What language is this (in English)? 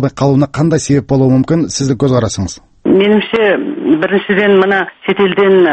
Kazakh